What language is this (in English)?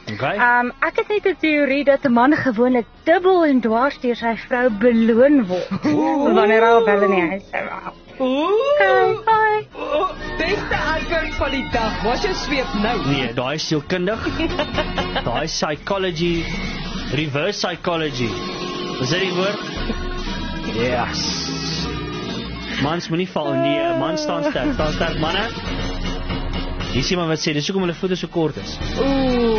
Afrikaans